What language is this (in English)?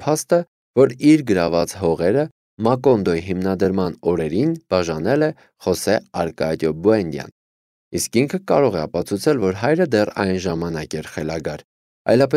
Armenian